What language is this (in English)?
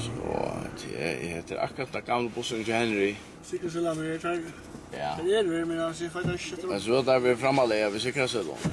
Faroese